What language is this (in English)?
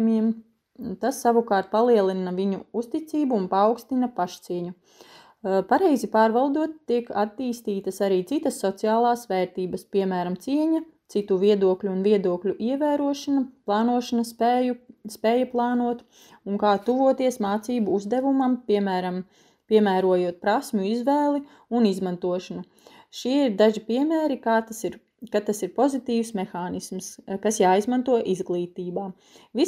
Latvian